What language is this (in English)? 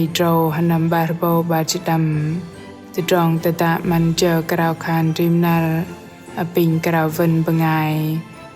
Bahnar